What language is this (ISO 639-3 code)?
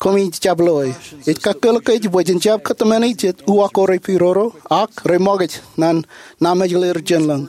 mah